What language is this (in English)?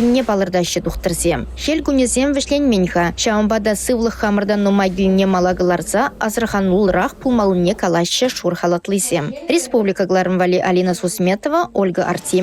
Chuvash